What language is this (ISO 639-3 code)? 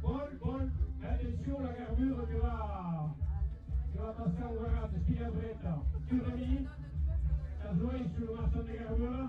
oci